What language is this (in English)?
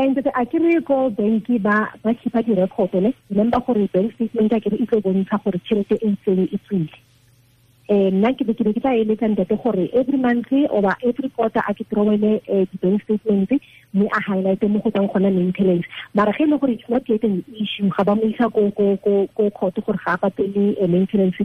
Tswana